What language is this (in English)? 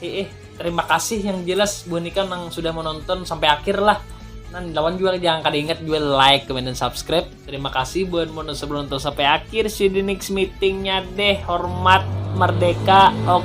Banjar